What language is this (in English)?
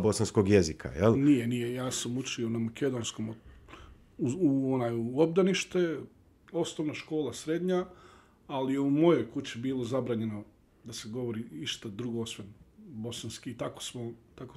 Bosnian